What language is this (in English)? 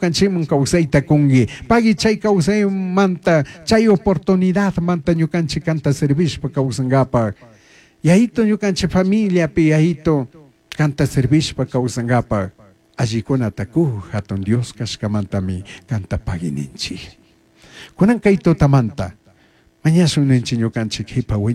Chimborazo Highland Quichua